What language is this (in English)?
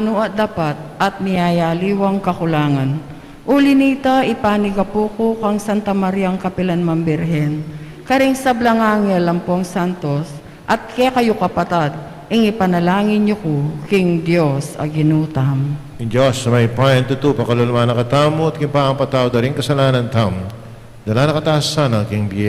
Pampanga